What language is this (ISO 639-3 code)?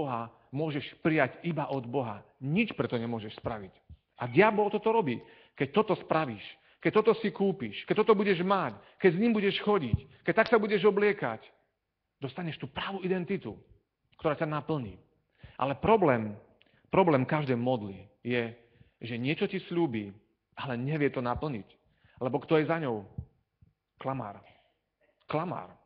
slk